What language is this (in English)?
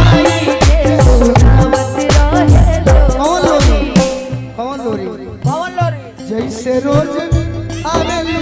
Bhojpuri